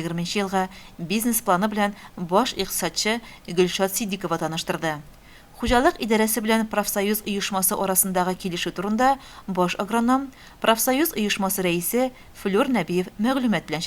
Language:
Tatar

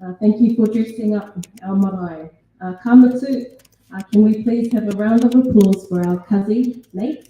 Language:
Māori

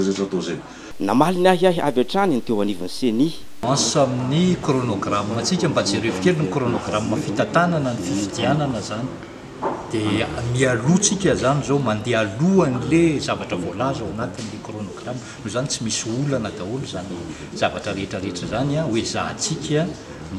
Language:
Malagasy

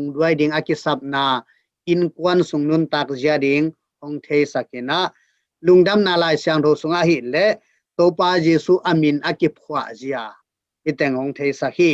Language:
Tedim Chin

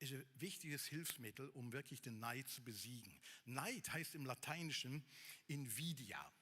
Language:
Swiss German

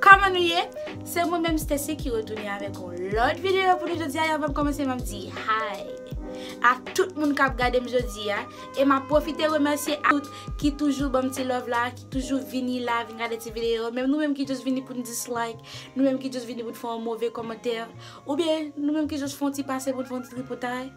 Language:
Haitian Creole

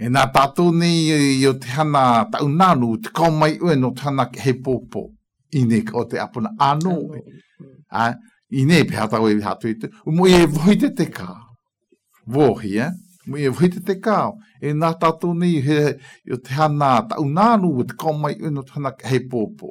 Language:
Galician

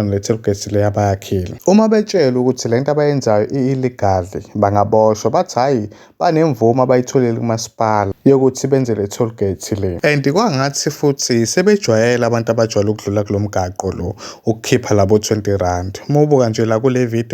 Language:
Zulu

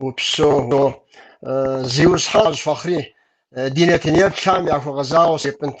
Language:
Kabardian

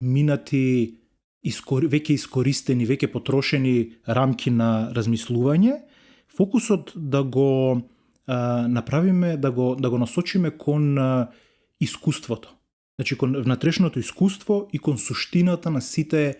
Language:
Macedonian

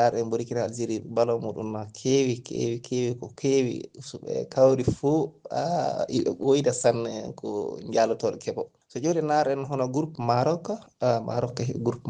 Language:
Fula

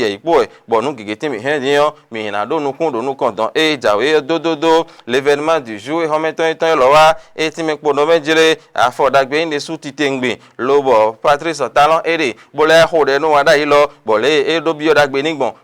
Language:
Fon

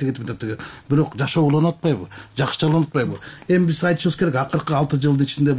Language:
Kyrgyz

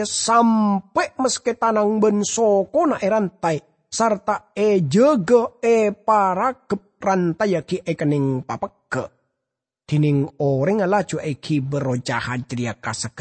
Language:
Madurese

